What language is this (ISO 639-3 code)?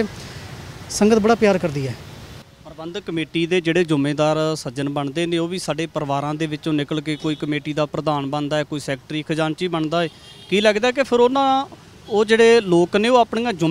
pan